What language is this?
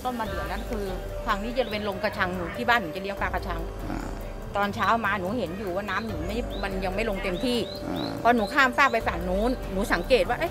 Thai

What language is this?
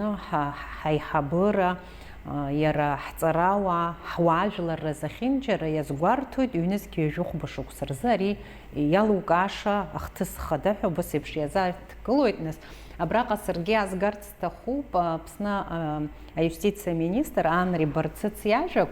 Abkhazian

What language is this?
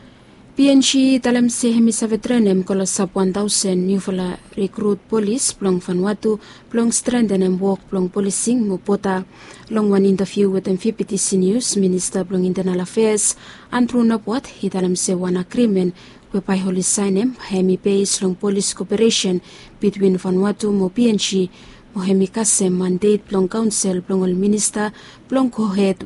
Bislama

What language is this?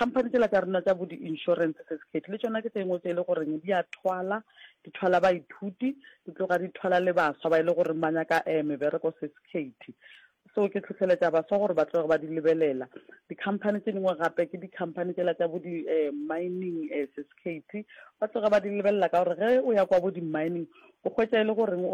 Northern Sotho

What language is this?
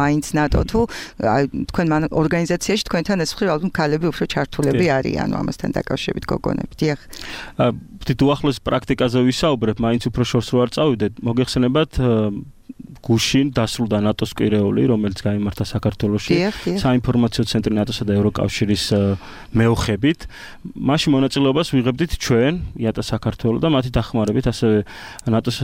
Georgian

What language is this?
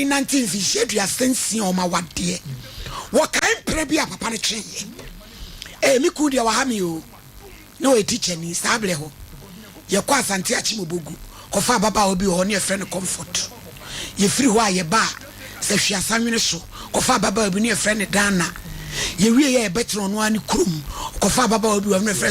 Akan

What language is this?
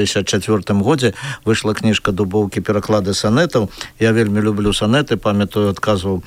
Belarusian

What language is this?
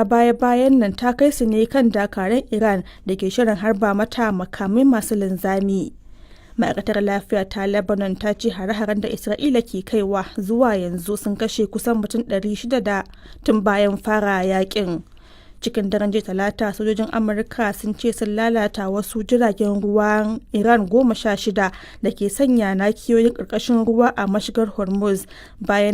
Hausa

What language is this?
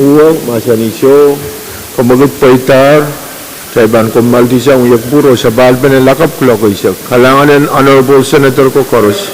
Pohnpeian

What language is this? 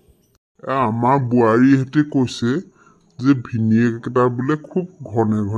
Assamese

